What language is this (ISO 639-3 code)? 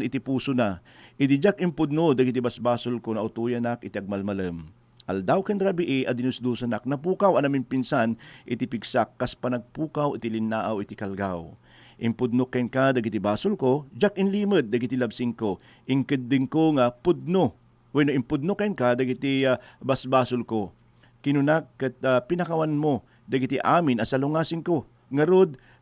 ilo